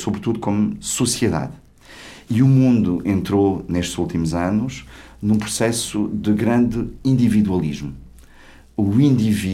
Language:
Portuguese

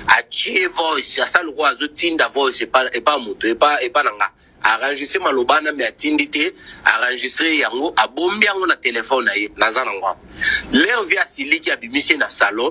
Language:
Lingala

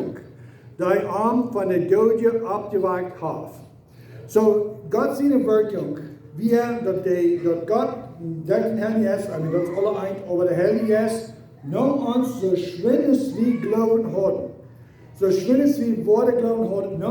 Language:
Plautdietsch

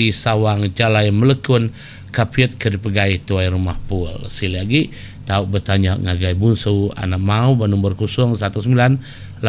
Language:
Iban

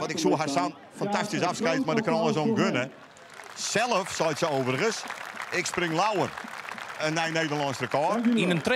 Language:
Western Frisian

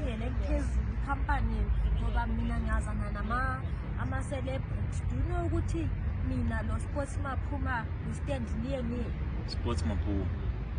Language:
Zulu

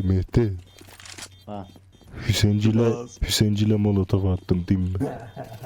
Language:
South Azerbaijani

